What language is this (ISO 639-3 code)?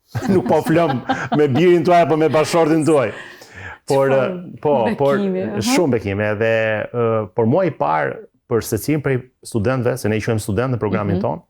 sqi